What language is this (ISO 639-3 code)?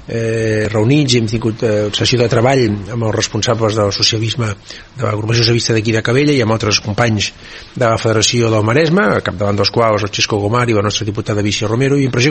cat